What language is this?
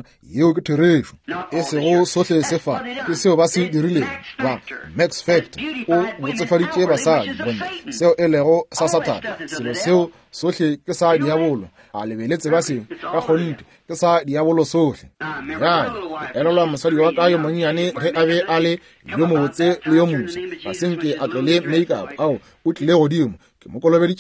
Northern Sotho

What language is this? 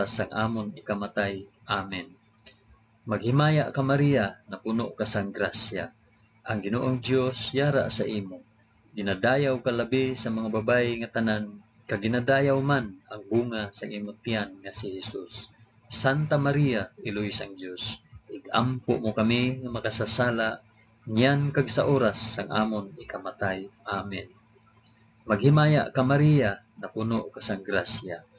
Hiligaynon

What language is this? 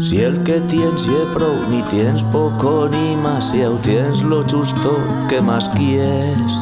Aragonese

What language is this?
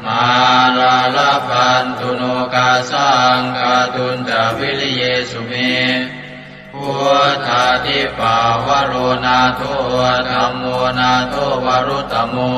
Pali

